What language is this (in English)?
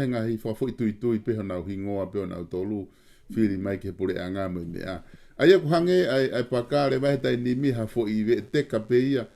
Tongan